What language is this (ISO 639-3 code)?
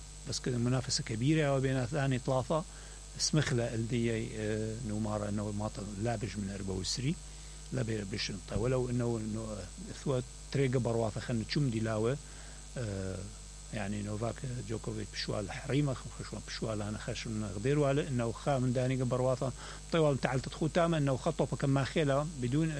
acm